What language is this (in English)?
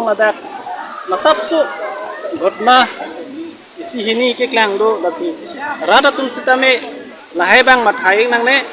Karbi